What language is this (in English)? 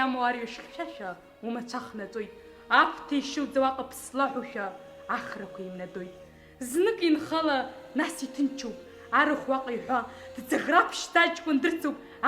Abkhazian